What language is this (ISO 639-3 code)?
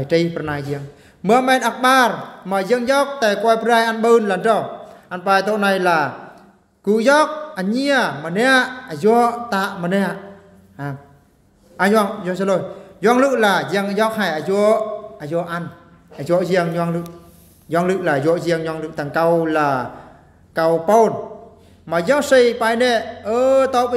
bru